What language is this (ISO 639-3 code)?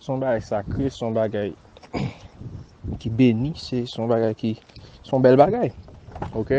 hat